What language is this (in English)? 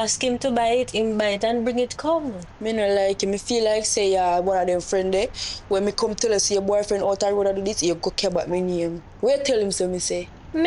Jamaican Creole English